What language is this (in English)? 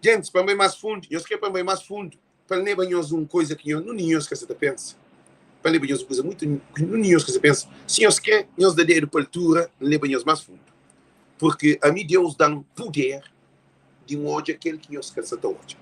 Kabuverdianu